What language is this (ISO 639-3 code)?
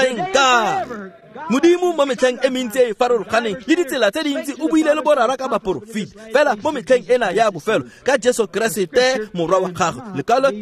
tsn